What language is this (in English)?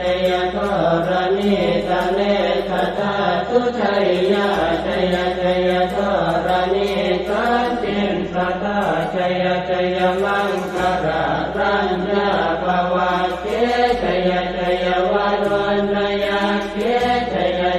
Pali